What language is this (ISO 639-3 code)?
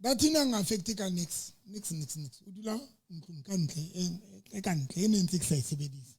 sot